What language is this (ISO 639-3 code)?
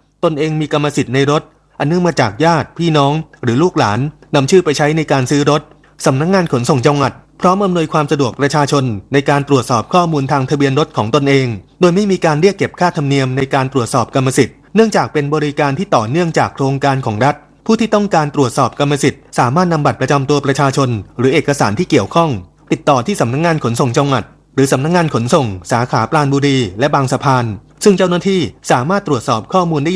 tha